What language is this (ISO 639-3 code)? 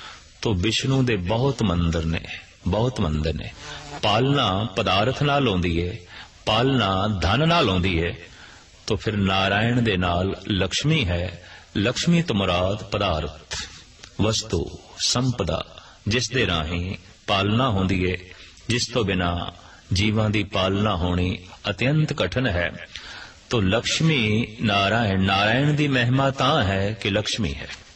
pan